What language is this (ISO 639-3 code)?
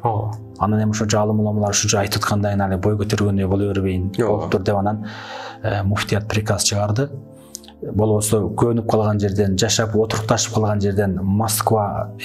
kir